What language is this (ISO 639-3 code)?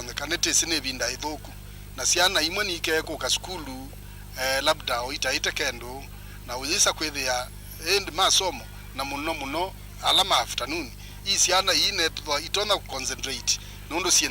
kam